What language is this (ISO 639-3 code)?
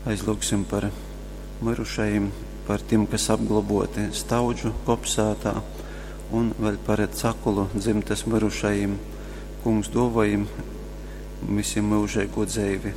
ltg